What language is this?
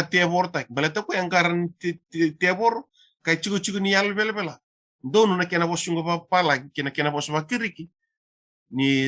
Fijian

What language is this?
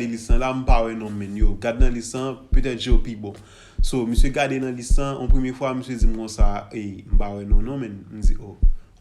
Haitian Creole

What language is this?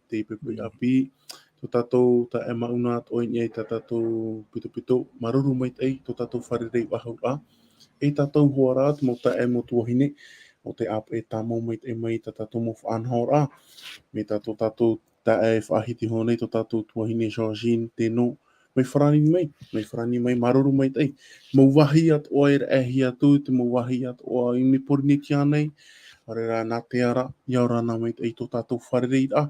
Tahitian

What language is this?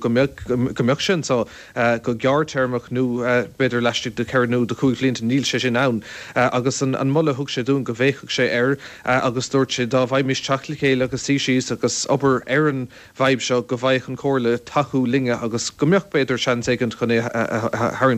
Irish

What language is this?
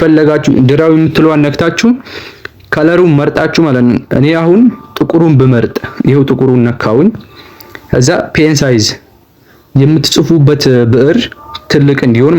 Amharic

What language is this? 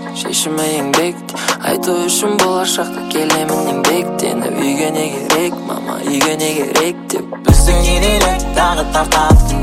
Kazakh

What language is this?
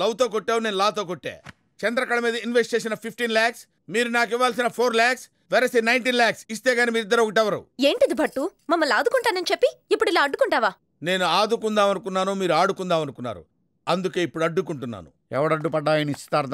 Telugu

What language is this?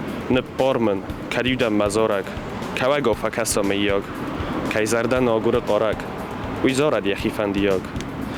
Ossetic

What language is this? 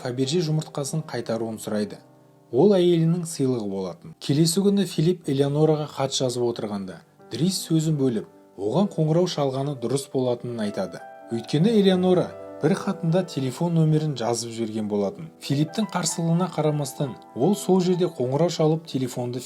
Kazakh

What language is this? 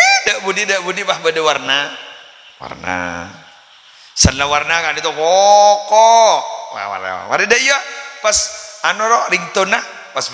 Madurese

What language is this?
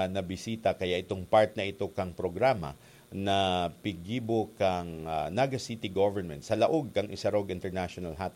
Bikol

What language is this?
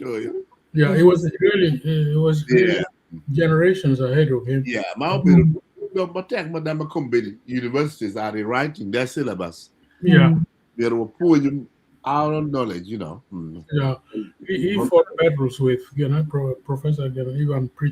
Acoli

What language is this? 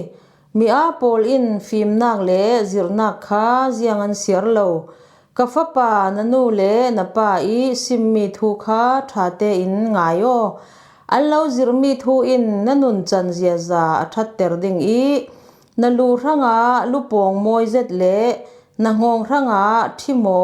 Falam Chin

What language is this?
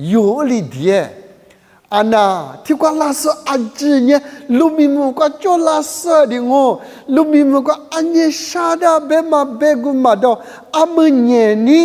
Lisu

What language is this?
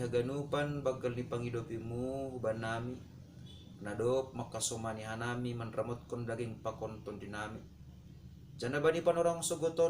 Batak Simalungun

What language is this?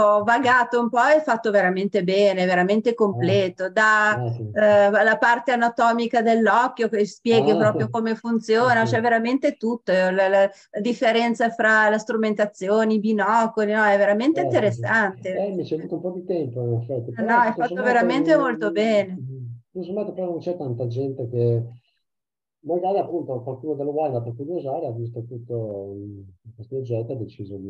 Italian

